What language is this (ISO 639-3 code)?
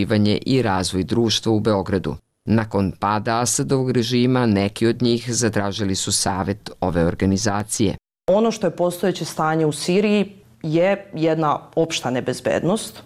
bos